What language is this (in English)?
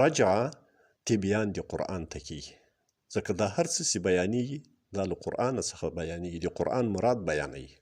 Pashto